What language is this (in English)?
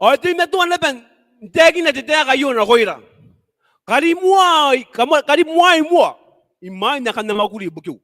Gilbertese